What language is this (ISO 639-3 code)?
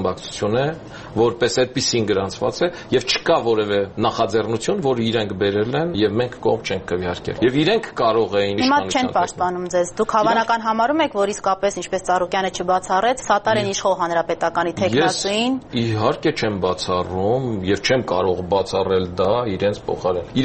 hye